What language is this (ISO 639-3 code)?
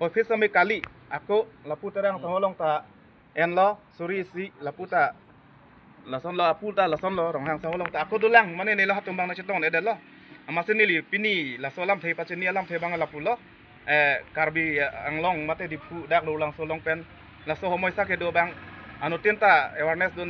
mjw